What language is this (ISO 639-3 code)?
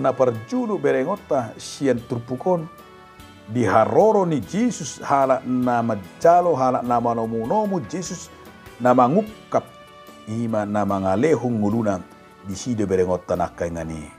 bbc